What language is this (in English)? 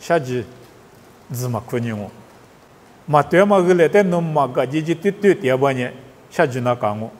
Lisu